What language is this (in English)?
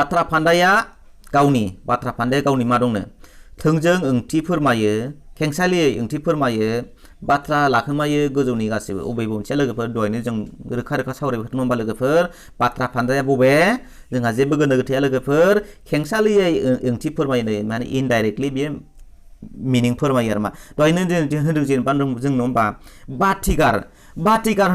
Bodo